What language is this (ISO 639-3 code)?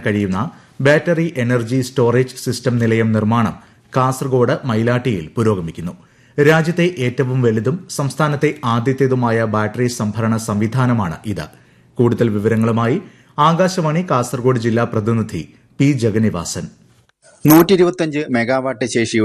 mal